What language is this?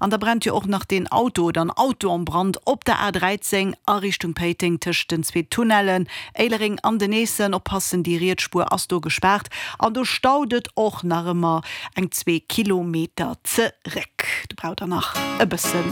Luxembourgish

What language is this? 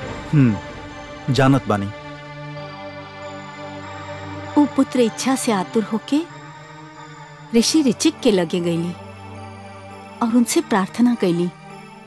Bhojpuri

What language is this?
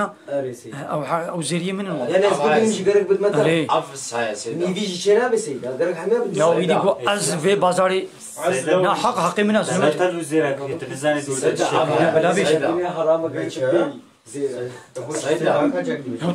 Kurdish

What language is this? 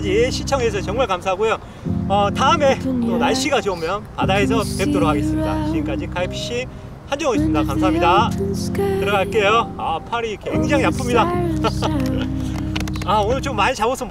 Korean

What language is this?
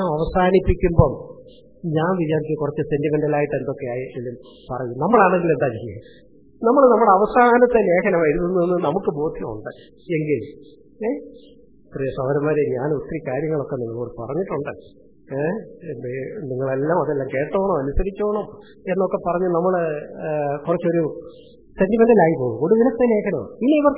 Malayalam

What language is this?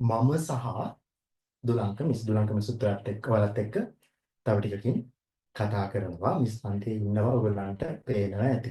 Sinhala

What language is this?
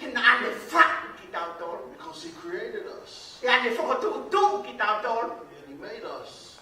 Tongan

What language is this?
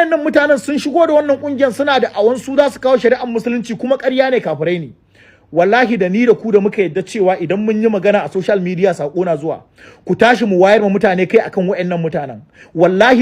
Hausa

